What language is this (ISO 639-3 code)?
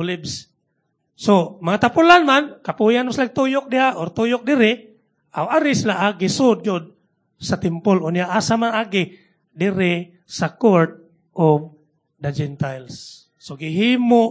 ceb